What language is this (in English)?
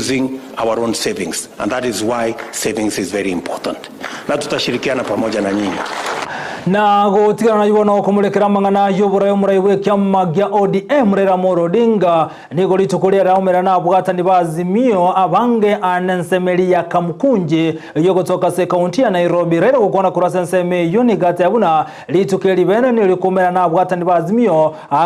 Gusii